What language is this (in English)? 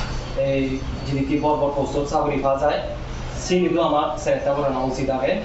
Chakma